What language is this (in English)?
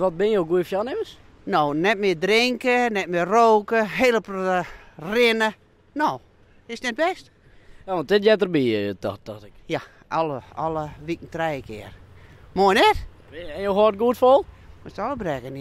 Western Frisian